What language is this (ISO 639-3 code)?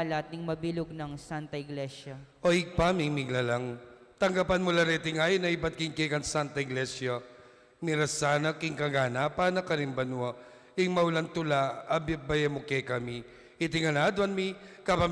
pam